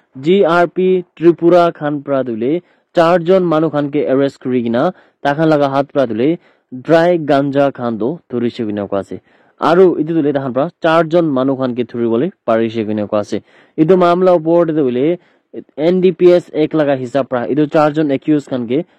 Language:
Naga Pidgin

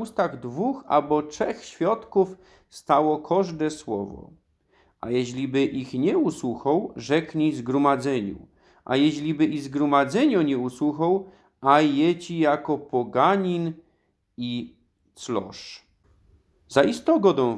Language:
Silesian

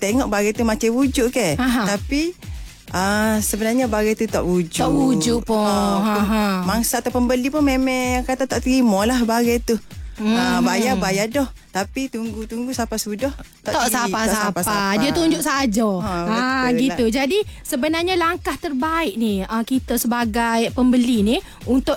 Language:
Malay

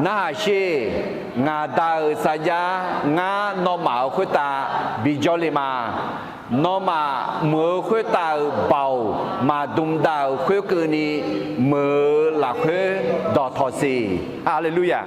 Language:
Akha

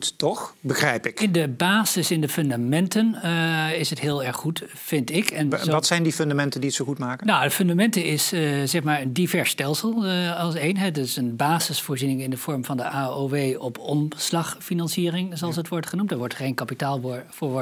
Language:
Dutch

